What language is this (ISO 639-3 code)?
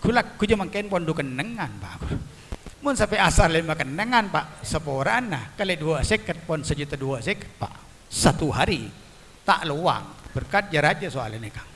mad